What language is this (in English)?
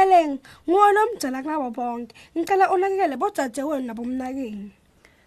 Swati